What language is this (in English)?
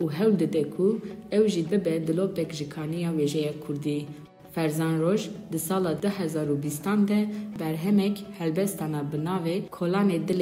Kurdish